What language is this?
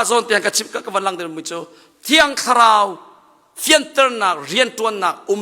Hakha Chin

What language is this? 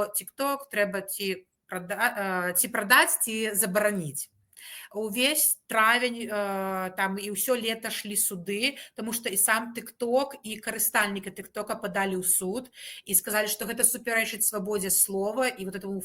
Belarusian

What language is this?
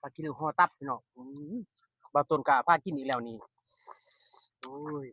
Lao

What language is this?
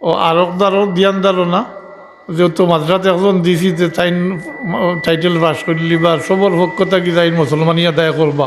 Sylheti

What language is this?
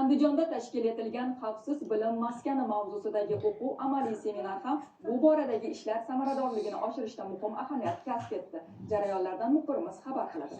Uzbek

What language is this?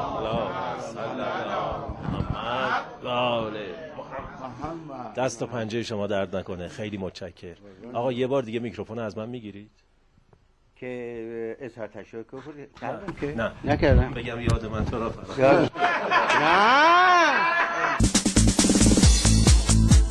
Persian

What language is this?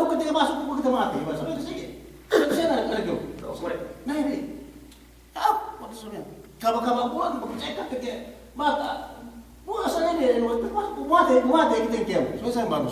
Yakan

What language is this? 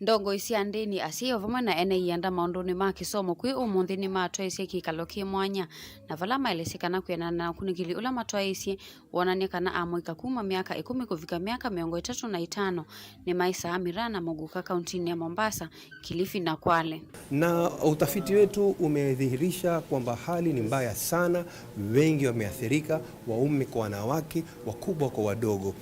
Kamba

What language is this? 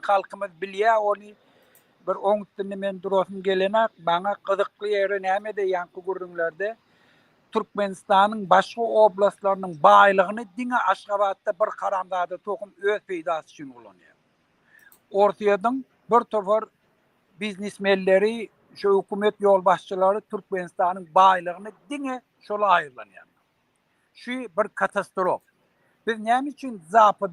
Turkmen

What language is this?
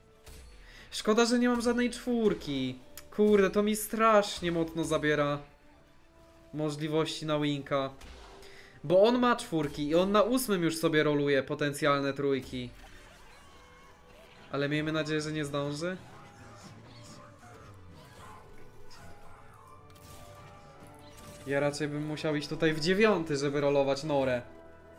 Polish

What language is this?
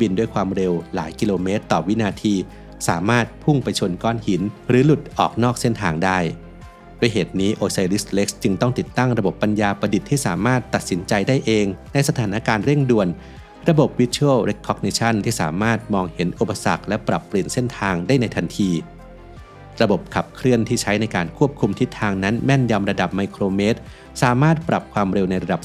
Thai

